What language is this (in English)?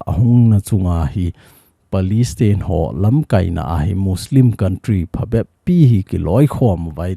Thado Chin